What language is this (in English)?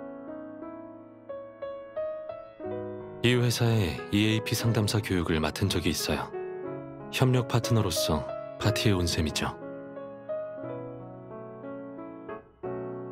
Korean